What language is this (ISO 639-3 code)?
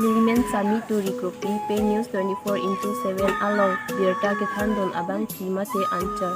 mjw